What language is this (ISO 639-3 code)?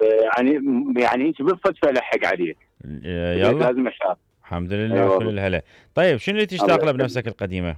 acm